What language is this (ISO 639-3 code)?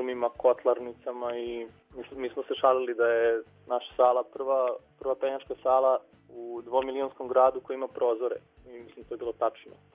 srp